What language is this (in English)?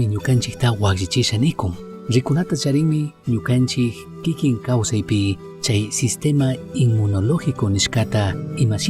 Chimborazo Highland Quichua